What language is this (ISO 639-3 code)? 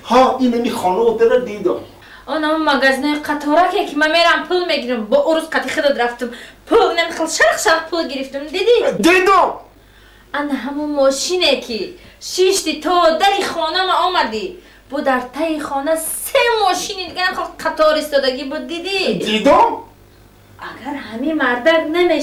tgk